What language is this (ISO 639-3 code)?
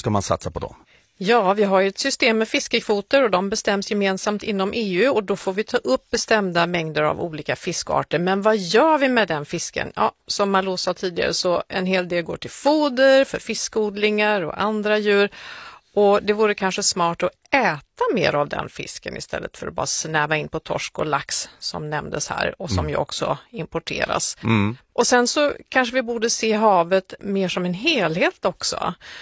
swe